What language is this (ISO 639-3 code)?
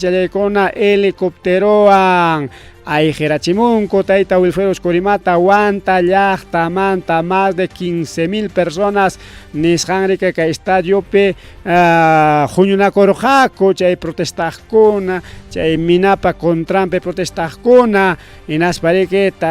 quy